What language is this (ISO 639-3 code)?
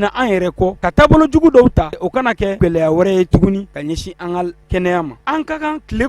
bam